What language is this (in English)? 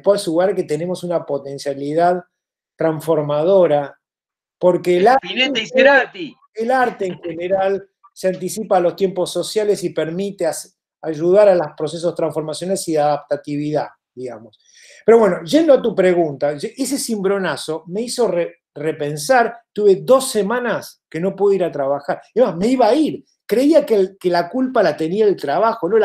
Spanish